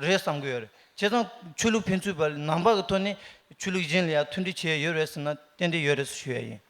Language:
Tibetan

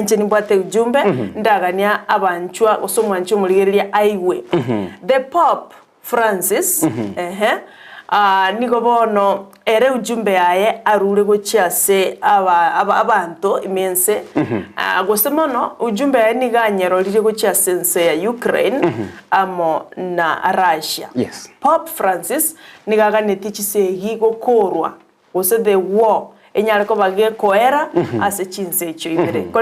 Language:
Gusii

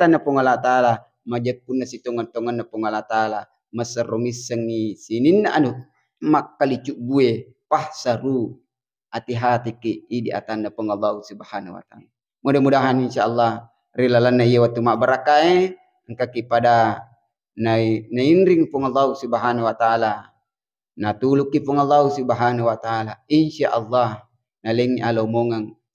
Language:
Buginese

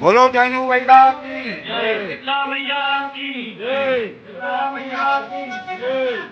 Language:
Chhattisgarhi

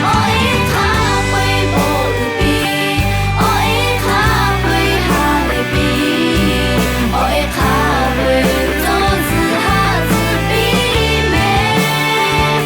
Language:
Lahu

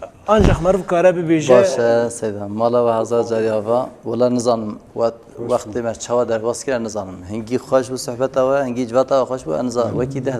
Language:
Kurdish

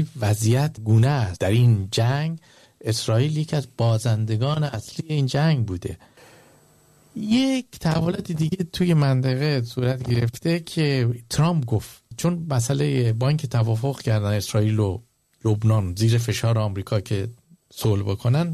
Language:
Persian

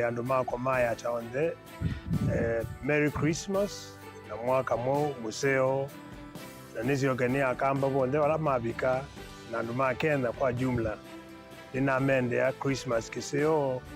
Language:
Kamba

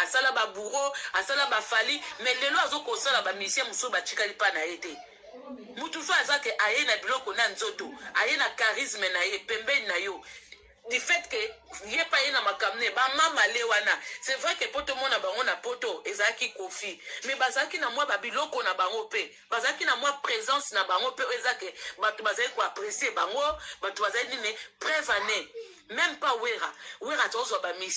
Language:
Lingala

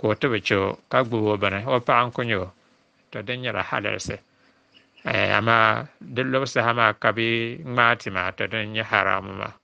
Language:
Dagbani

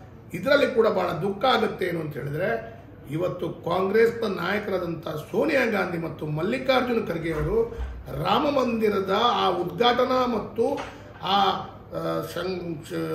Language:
Kannada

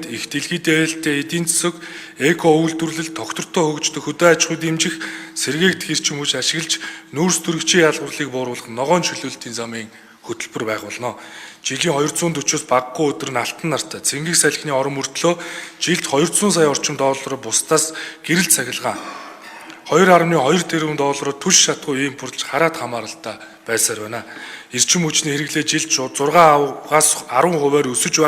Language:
Mongolian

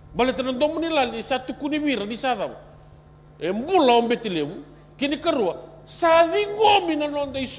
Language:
Fijian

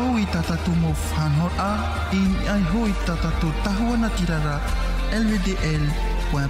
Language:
Tahitian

